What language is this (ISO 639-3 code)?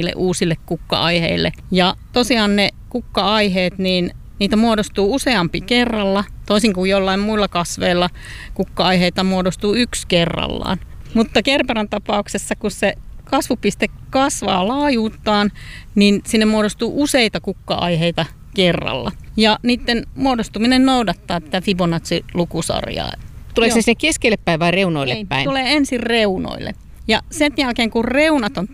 fin